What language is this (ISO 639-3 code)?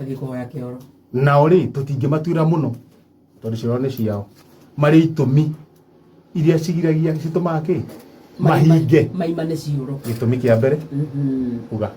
kik